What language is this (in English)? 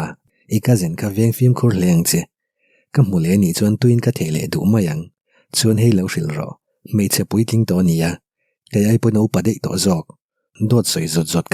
Mizo